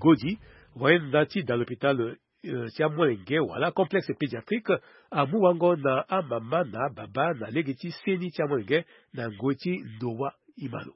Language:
Sango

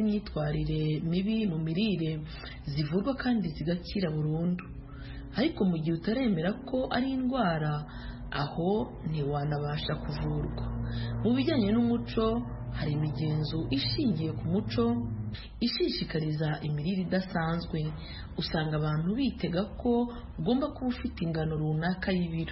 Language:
Kinyarwanda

